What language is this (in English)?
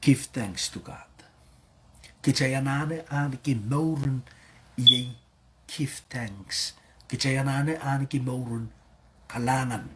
Pohnpeian